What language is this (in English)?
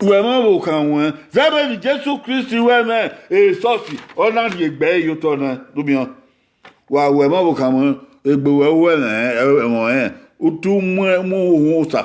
Bini